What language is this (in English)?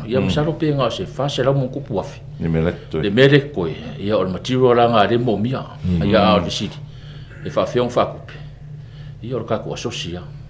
Samoan